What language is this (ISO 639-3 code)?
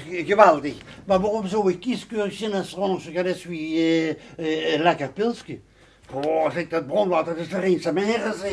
lim